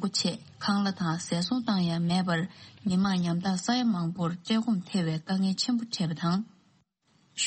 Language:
Tibetan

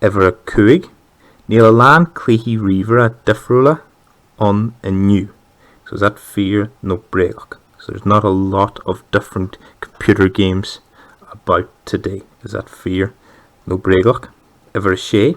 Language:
Irish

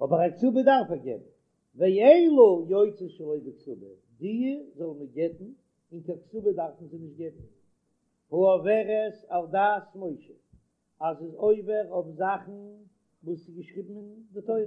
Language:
Yiddish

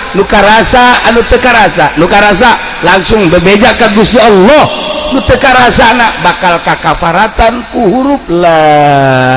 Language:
Sundanese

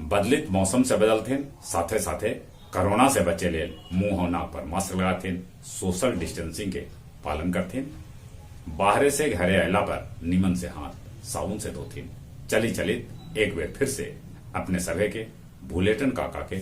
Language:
Magahi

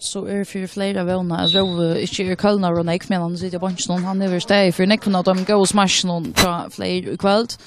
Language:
Faroese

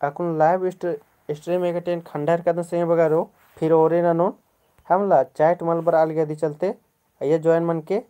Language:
Kurukh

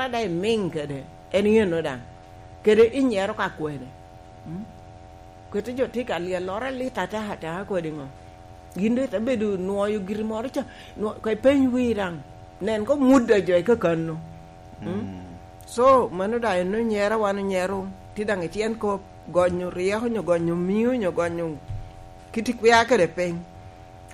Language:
Lango (Uganda)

